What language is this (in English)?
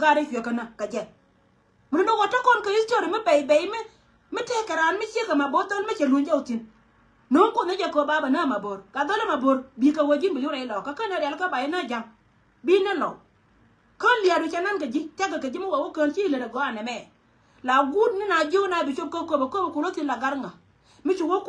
Nuer